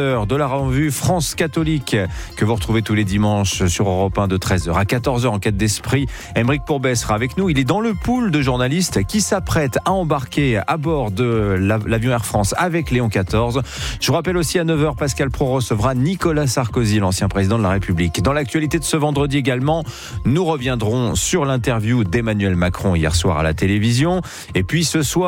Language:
French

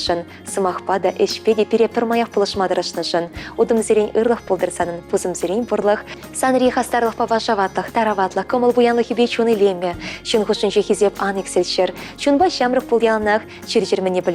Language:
Chuvash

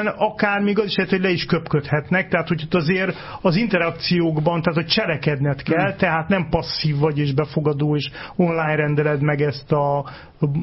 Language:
Hungarian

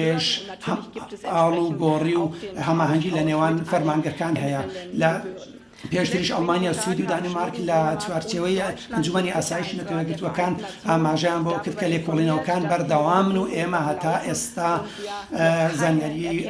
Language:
Central Kurdish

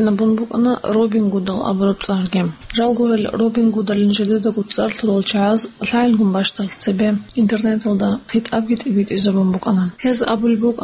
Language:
Avaric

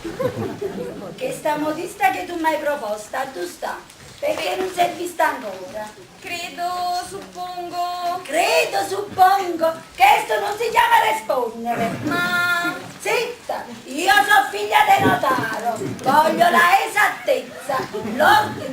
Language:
Neapolitan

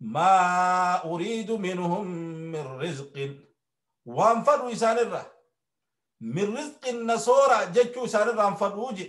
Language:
Oromo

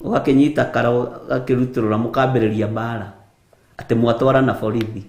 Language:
Kikuyu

